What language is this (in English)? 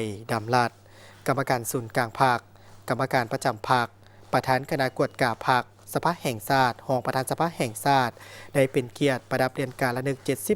Lao